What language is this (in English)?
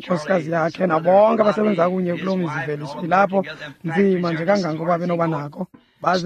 Xhosa